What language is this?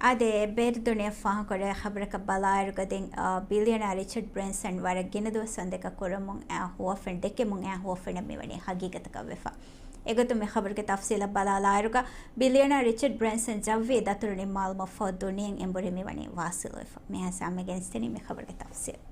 Divehi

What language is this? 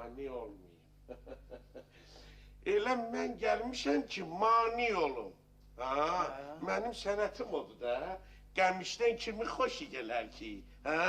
Azerbaijani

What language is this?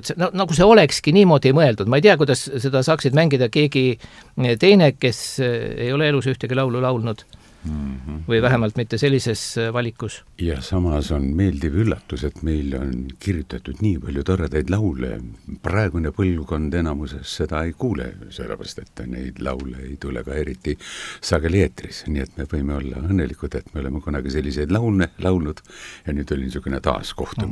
Estonian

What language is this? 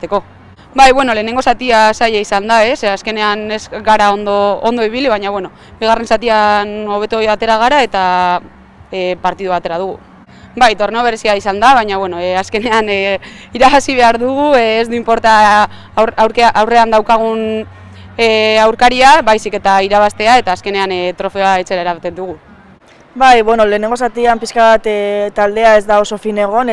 Basque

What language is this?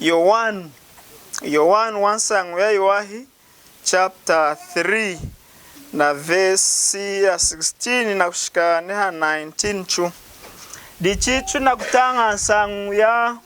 Lunda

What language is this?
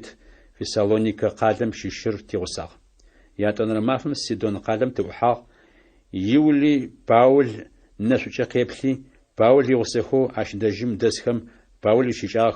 Adyghe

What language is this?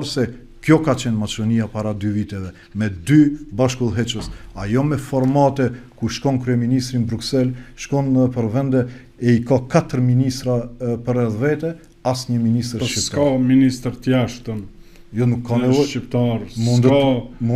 Albanian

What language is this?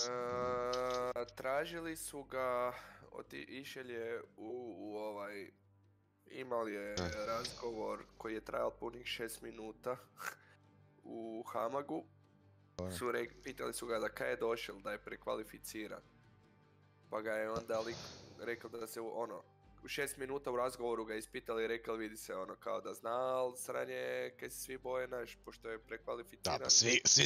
Croatian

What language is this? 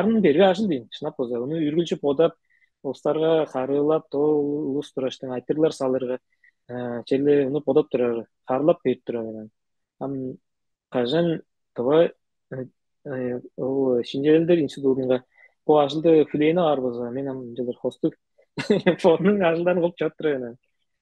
Tuvinian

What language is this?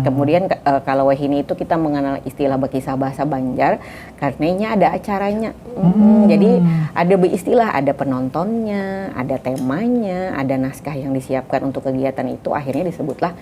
Banjar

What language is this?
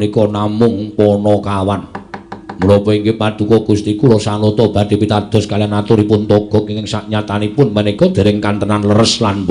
Javanese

